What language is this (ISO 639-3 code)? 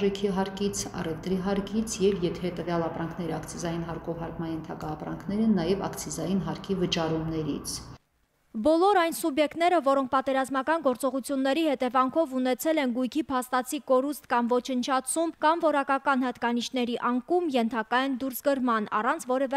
hye